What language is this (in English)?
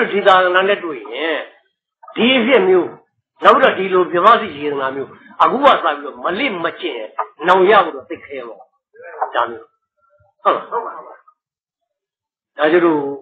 Burmese